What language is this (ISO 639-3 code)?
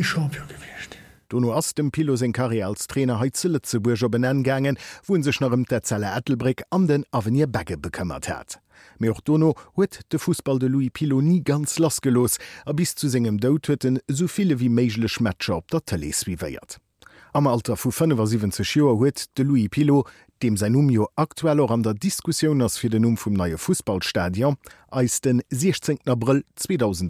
ltz